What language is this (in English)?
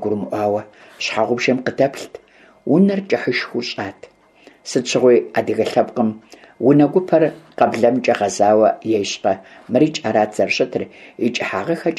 Kabardian